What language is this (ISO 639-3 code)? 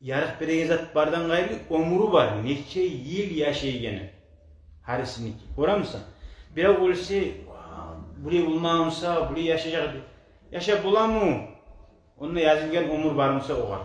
kum